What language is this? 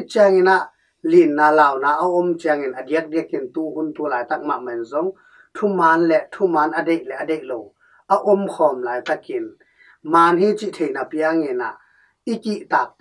Tedim Chin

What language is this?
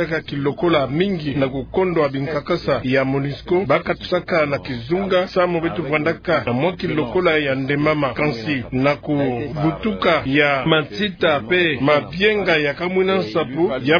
Kituba (Democratic Republic of Congo)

